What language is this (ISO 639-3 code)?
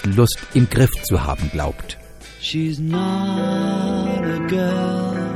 deu